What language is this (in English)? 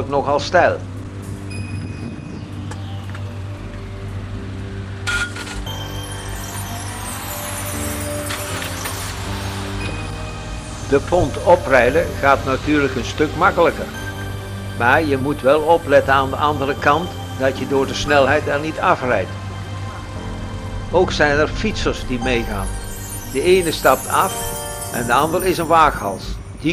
Dutch